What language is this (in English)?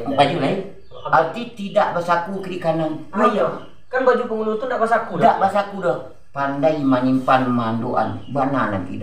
Minangkabau